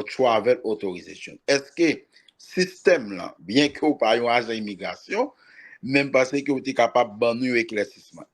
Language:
Haitian Creole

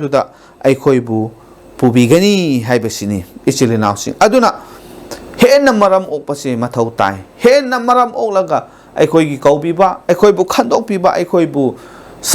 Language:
Manipuri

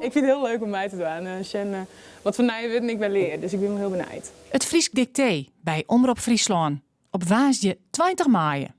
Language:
Western Frisian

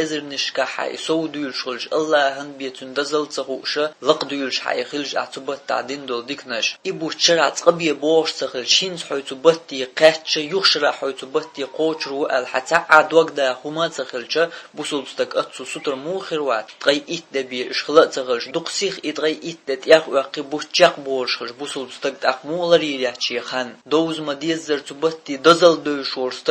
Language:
Chechen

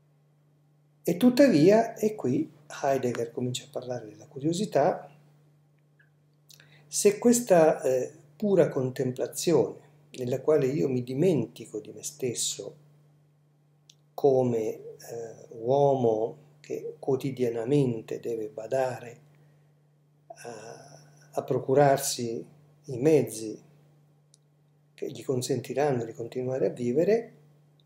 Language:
Italian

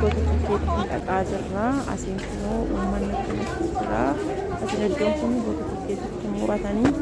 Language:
Oromo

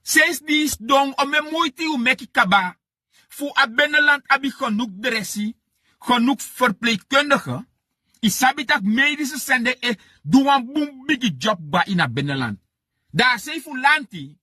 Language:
Sranan Tongo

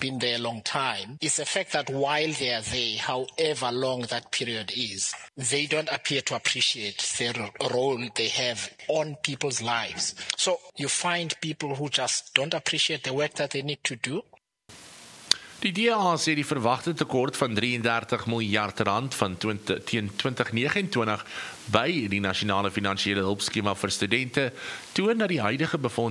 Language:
Afrikaans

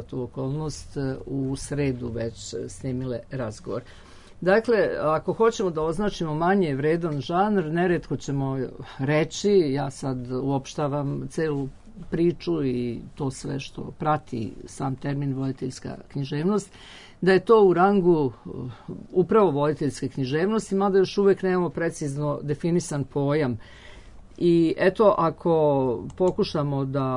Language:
Serbian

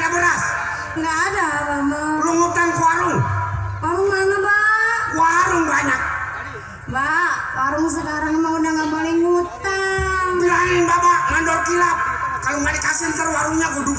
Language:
Betawi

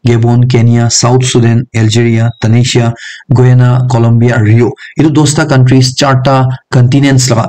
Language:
Naga Pidgin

